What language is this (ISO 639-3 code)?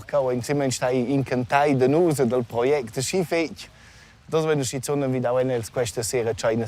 roh